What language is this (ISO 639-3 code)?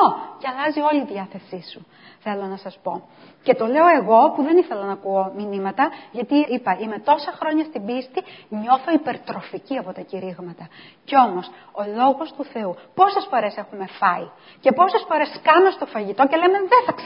ell